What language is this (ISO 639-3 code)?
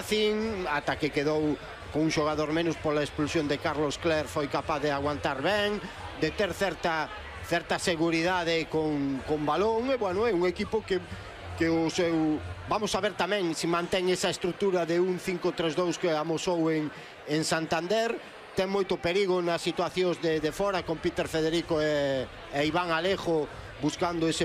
glg